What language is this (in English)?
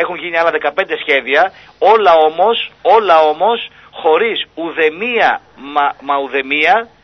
Greek